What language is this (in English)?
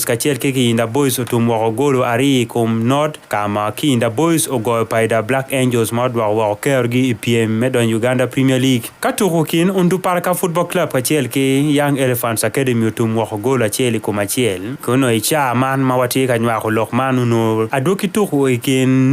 Acoli